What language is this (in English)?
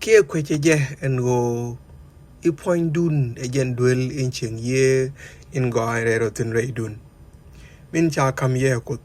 Nuer